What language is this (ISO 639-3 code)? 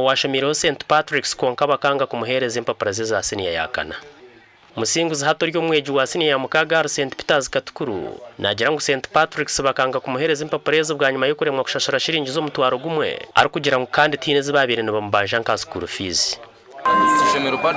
nyn